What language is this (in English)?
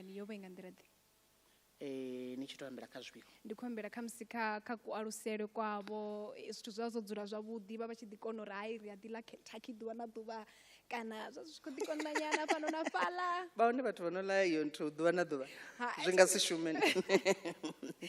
Venda